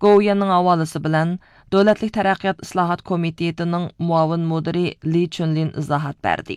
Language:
Uyghur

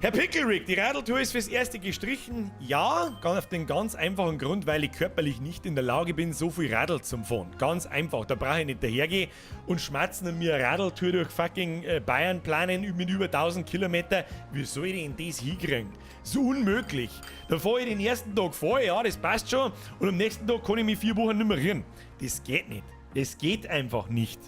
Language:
Bavarian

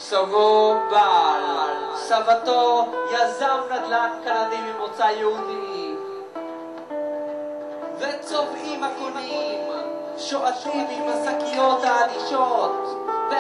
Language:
Hebrew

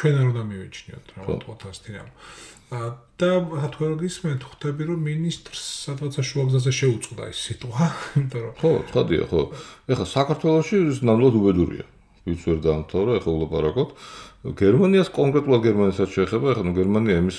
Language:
Georgian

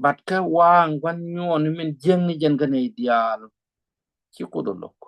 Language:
Nuer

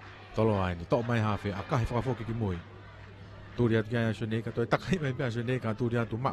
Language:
Tongan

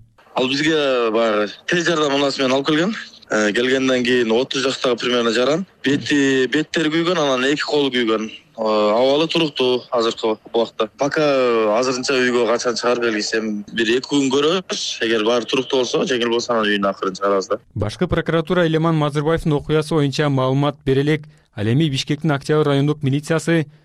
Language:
Kyrgyz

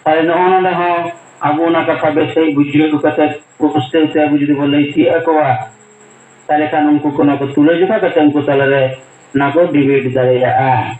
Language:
Santali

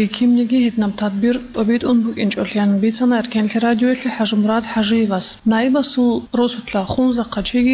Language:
Avaric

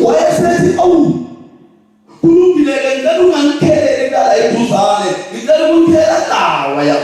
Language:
Zulu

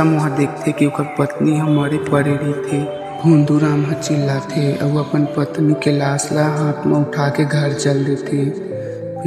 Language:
Chhattisgarhi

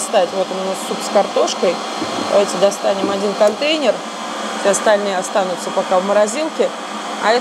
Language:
Russian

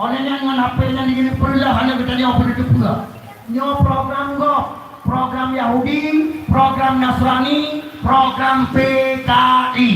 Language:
Achinese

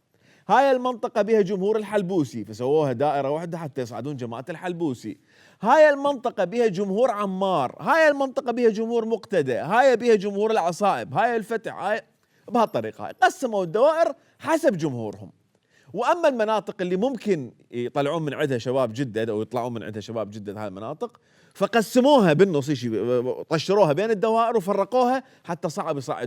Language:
Mesopotamian Arabic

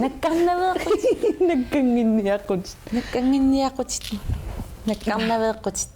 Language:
Kalaallisut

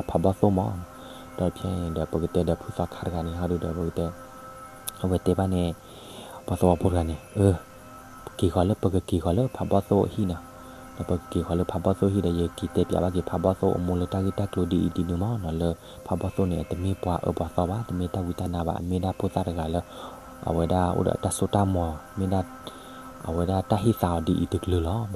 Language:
S'gaw Karen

